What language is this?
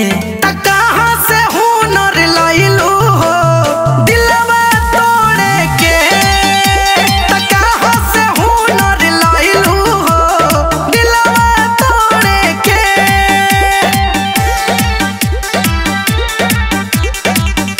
Bhojpuri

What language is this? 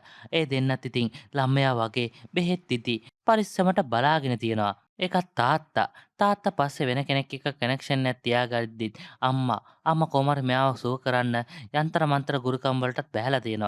Sinhala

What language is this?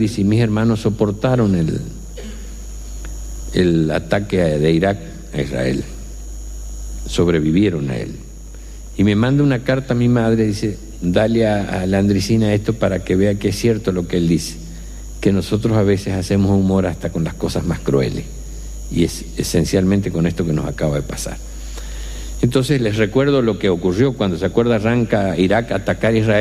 Spanish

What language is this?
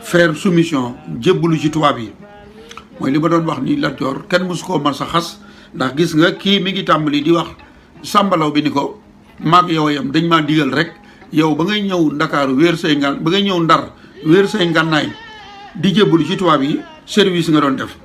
Wolof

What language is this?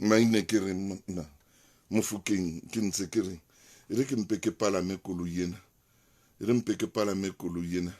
Southern Sotho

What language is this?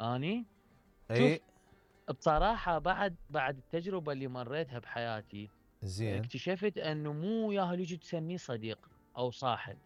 Mesopotamian Arabic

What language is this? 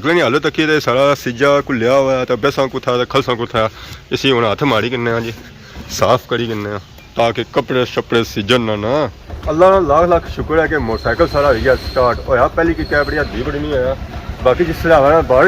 Pahari-Potwari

